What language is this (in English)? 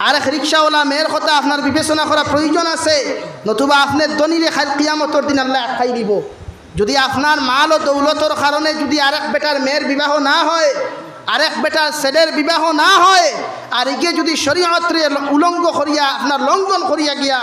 Sylheti